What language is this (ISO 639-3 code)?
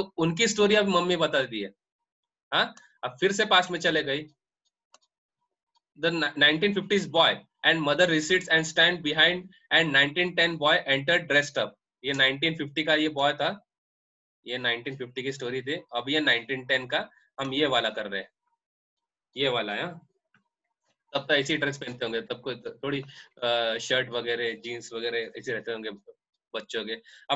hin